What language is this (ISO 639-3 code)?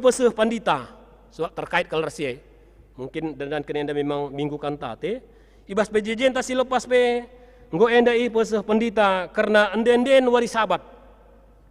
btx